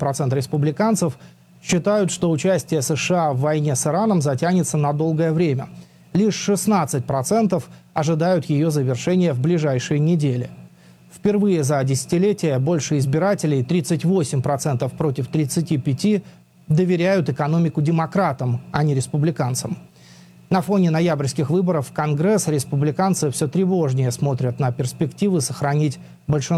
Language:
Russian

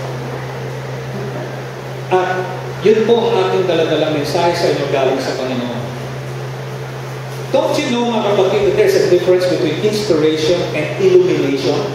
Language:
Filipino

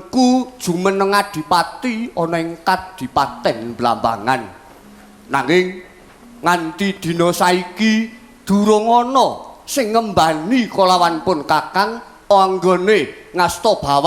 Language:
Javanese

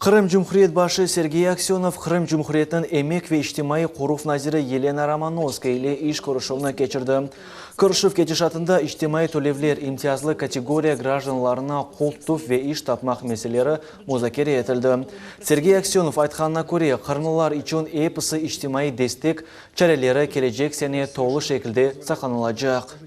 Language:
Crimean Tatar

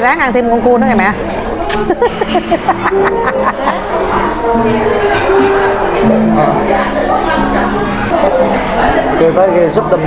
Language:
Vietnamese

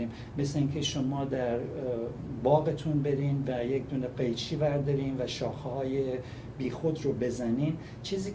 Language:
Persian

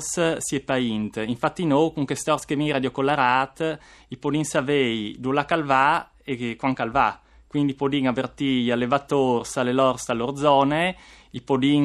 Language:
Friulian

